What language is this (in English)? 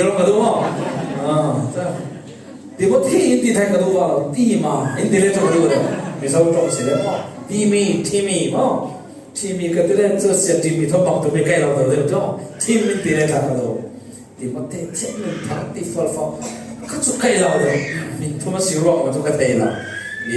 Falam Chin